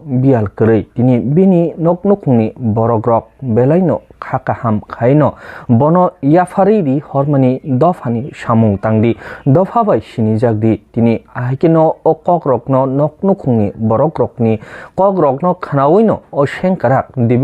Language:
Kok Borok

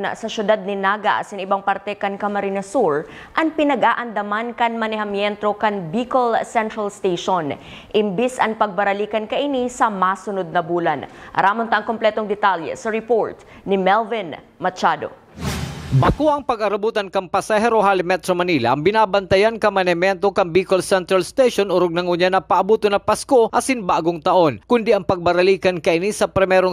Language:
Bikol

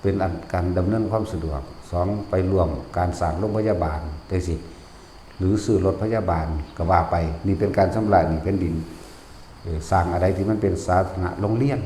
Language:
Northeastern Thai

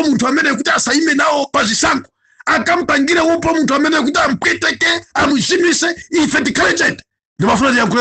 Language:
Nyanja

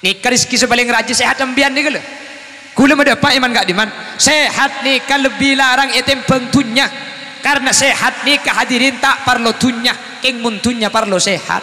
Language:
Madurese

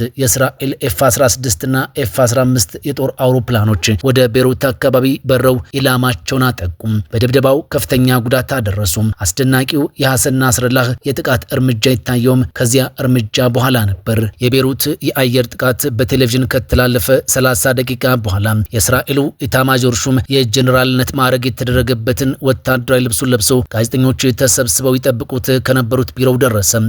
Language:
Amharic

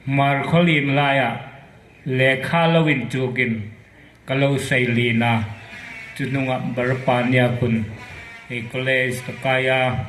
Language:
Hmar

